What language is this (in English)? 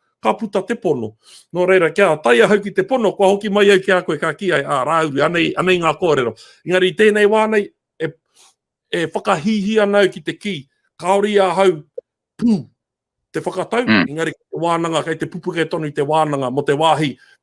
Māori